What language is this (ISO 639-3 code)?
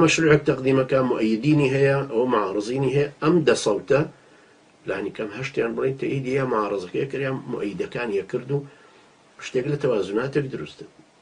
ckb